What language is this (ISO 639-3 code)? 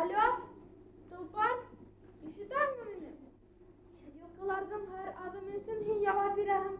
bak